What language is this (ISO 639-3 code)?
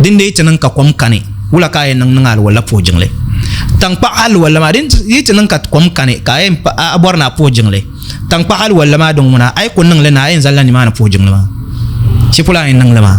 dag